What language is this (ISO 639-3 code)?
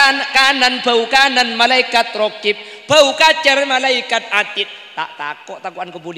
mad